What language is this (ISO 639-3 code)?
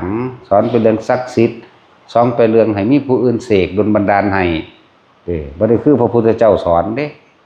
tts